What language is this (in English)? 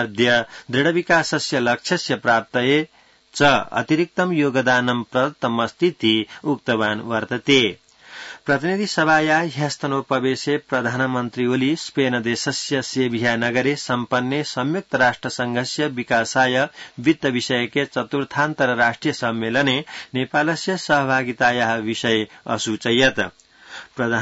Sanskrit